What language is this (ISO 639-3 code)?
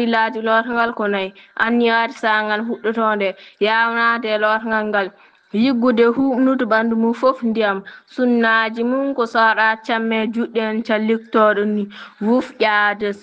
ful